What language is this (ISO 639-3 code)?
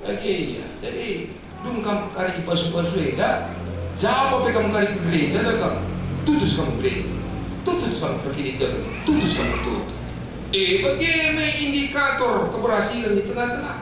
btx